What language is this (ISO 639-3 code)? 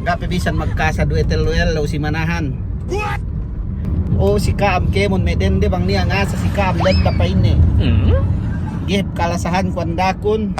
yka